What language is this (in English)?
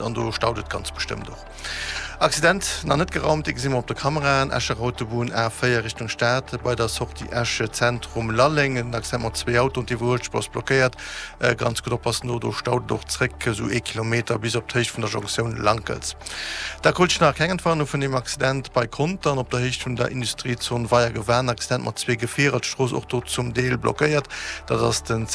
Luxembourgish